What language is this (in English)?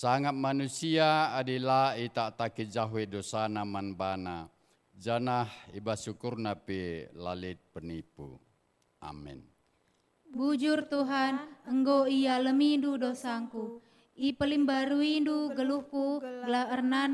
Batak Karo